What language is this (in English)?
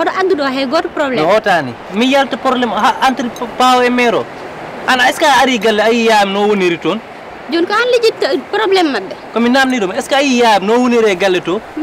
Fula